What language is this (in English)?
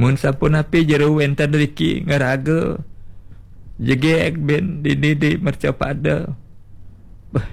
Balinese